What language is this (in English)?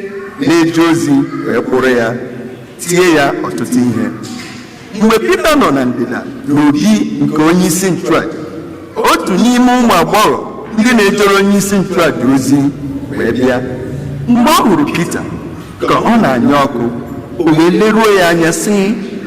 Igbo